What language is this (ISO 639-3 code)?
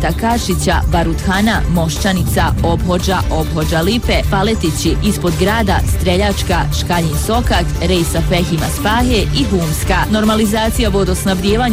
bos